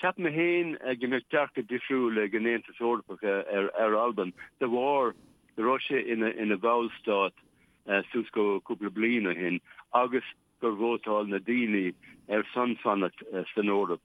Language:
Irish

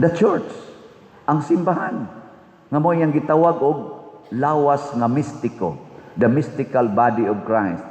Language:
Cebuano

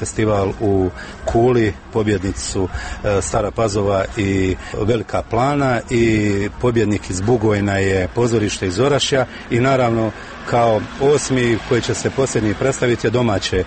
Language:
Bosnian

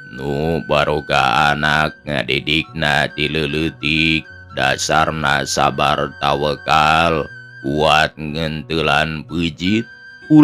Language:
Sundanese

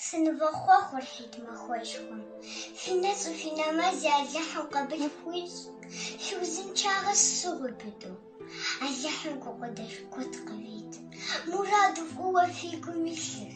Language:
Kabardian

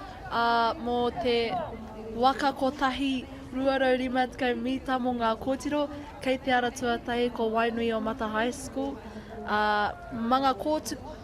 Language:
Māori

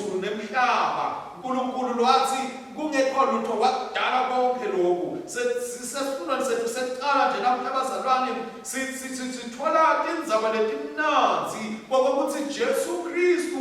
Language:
Swati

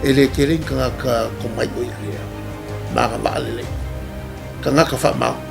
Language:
Samoan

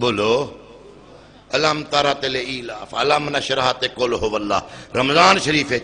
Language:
Saraiki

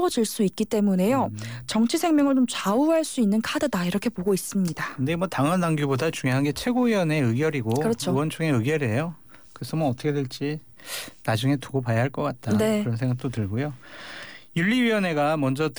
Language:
Korean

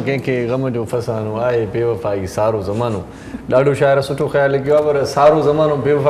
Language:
Sindhi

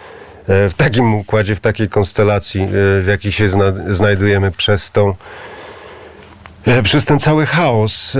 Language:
Polish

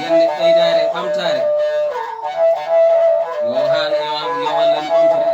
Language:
Fula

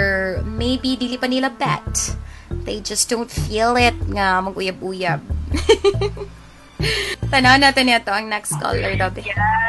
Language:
Cebuano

